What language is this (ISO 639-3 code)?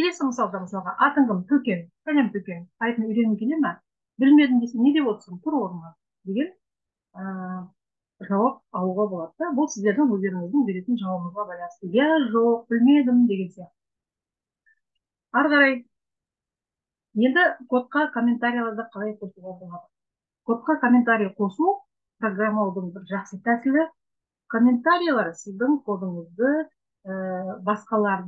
kaz